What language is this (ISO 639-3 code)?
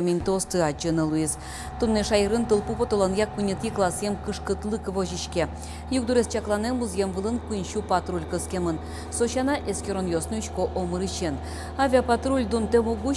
udm